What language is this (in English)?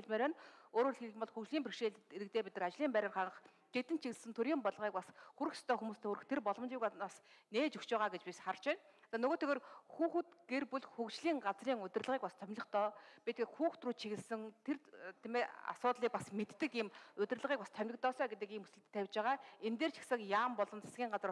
Mongolian